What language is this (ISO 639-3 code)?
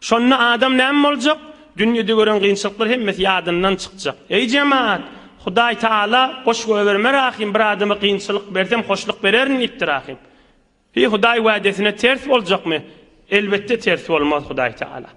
tuk